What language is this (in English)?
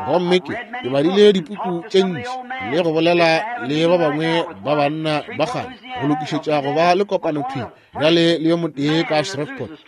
Northern Sotho